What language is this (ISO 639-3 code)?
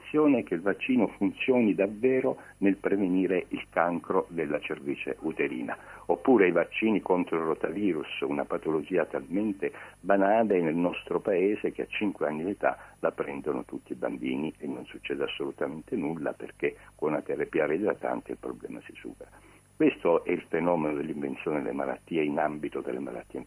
ita